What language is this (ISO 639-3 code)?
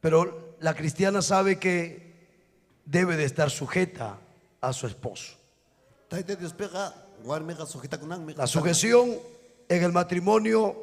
quy